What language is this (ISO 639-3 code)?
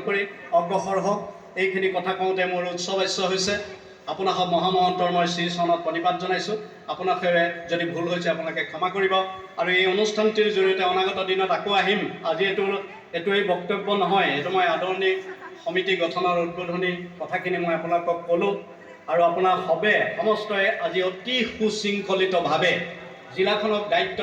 asm